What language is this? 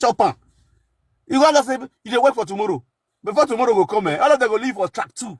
Nigerian Pidgin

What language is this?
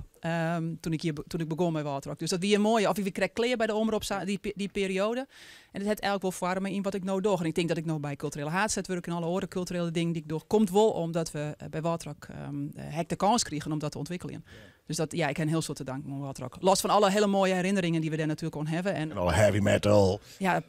Western Frisian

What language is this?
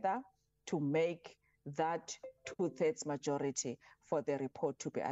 English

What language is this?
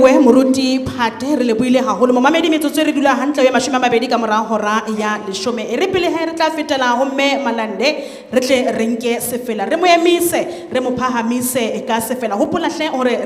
Southern Sotho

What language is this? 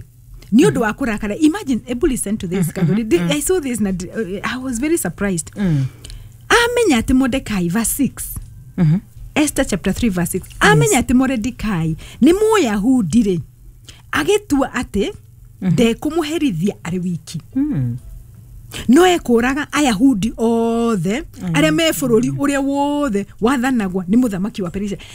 Kikuyu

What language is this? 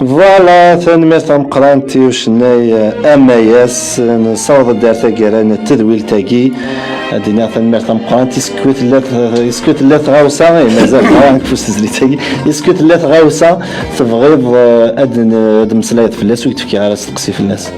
Kabyle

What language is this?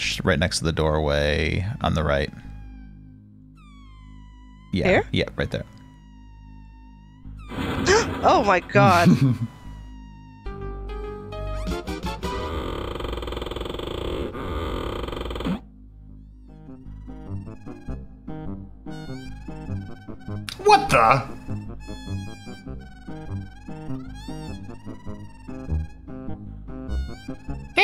English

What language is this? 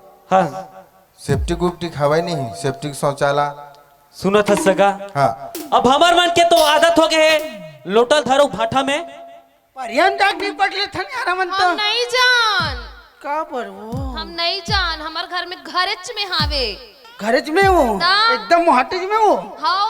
Chhattisgarhi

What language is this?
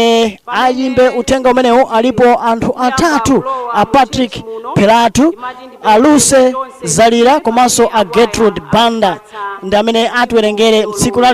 Nyanja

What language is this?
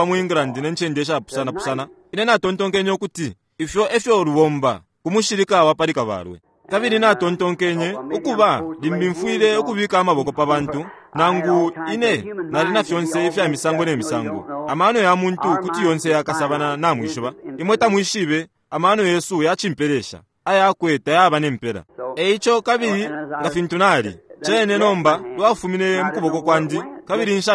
Bemba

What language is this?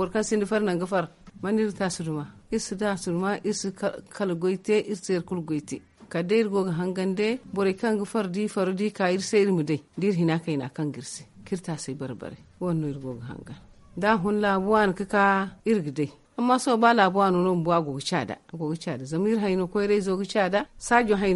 Zarma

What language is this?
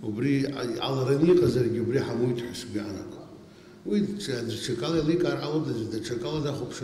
Abkhazian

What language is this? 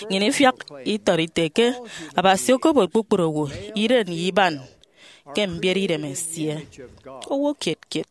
Efik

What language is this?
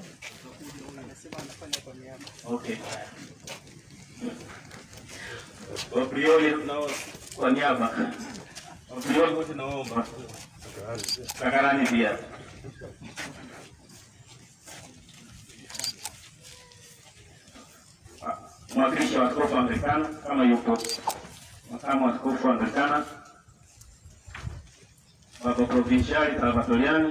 Swahili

